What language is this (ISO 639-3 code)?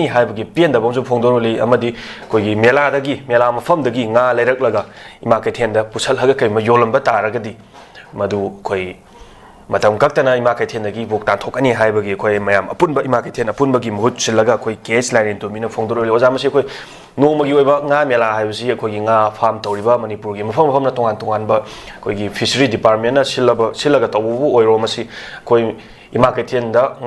mni